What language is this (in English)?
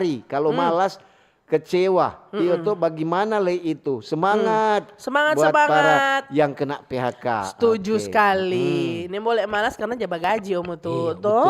Manado Malay